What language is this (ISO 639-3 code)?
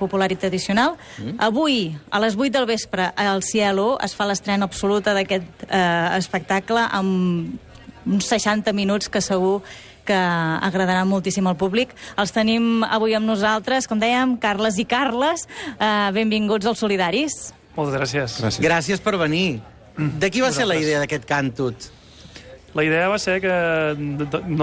cat